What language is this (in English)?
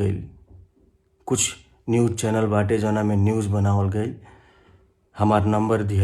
Bhojpuri